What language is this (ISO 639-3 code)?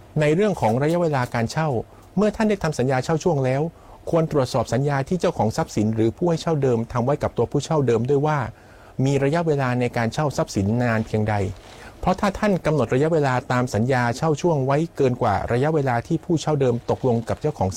tha